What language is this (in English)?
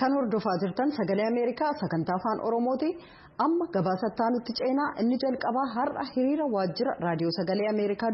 Oromo